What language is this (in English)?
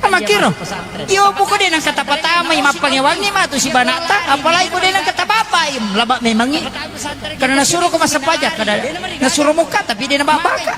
Buginese